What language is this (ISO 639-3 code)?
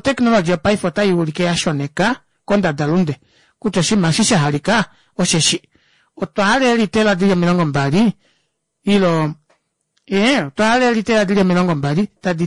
kua